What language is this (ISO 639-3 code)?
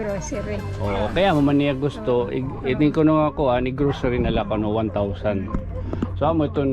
war